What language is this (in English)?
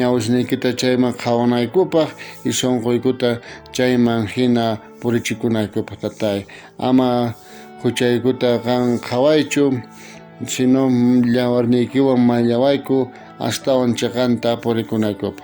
South Bolivian Quechua